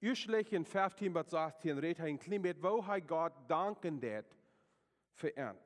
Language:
Plautdietsch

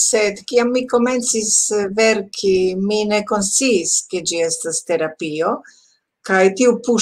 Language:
Esperanto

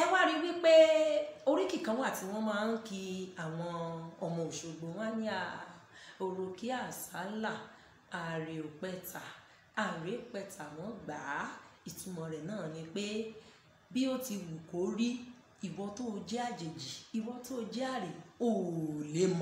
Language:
Yoruba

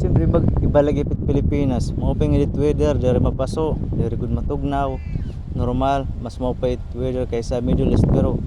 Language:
Waray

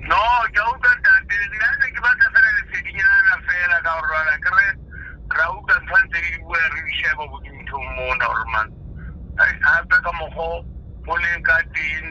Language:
Southern Sotho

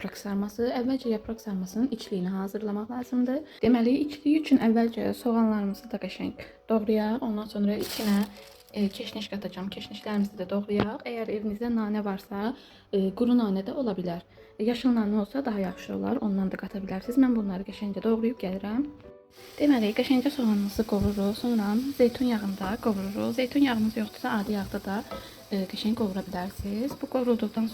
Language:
Azerbaijani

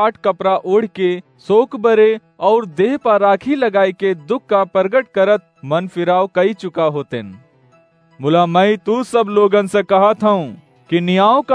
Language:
Awadhi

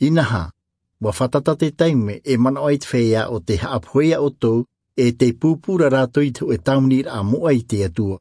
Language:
Tahitian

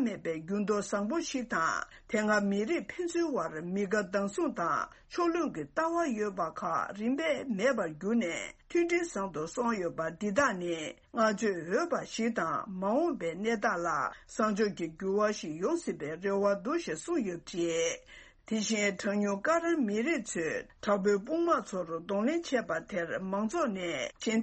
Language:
Tibetan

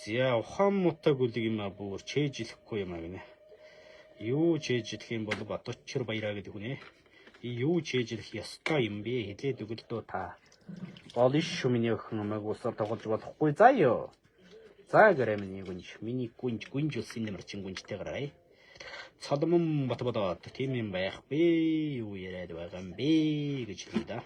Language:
Mongolian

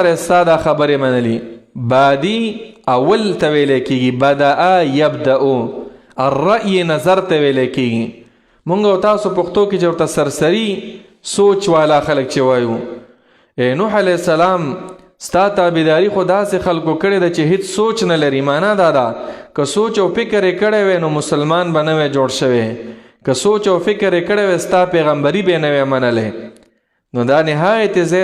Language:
Pashto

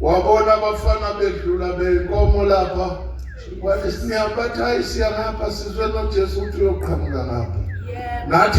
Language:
Zulu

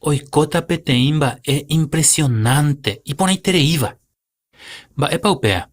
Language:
Guarani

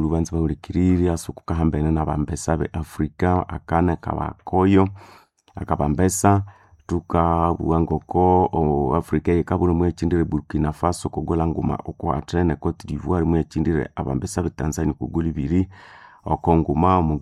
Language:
Nande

